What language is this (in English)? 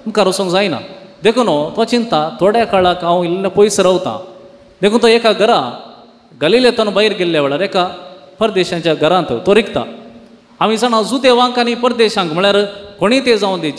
Konkani